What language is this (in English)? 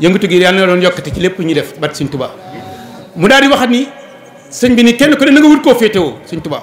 Wolof